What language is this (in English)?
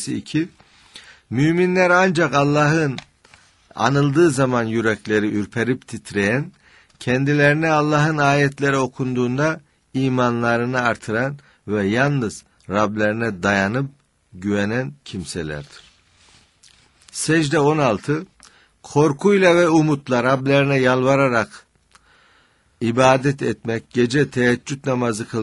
Turkish